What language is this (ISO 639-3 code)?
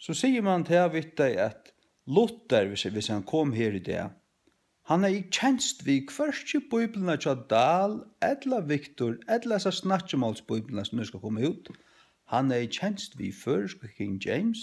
fao